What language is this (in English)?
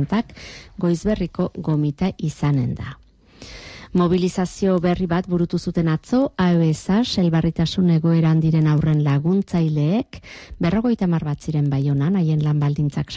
Basque